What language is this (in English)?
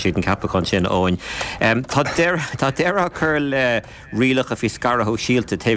Irish